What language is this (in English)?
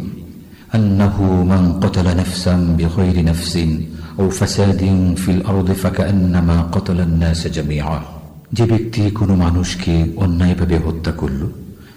Bangla